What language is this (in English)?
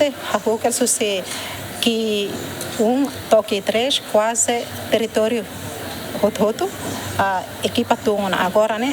Tetum